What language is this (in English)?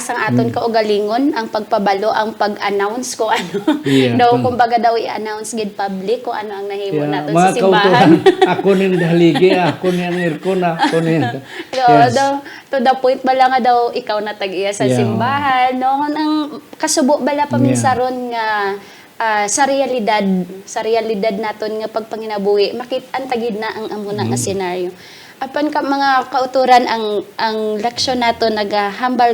Hiligaynon